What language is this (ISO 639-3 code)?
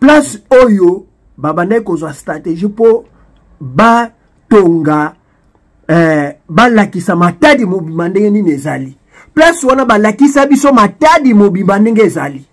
lin